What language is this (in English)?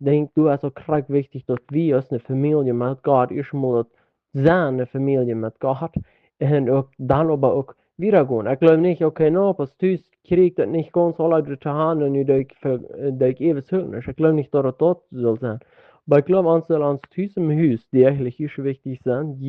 Plautdietsch